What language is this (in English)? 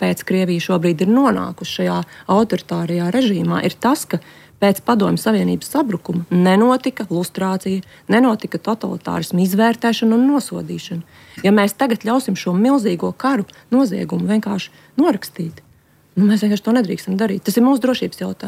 Latvian